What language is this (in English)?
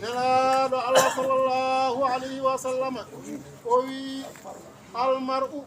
Fula